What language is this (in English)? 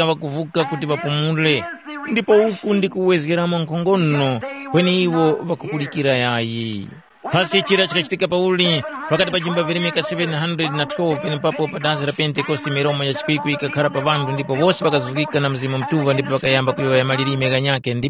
Tumbuka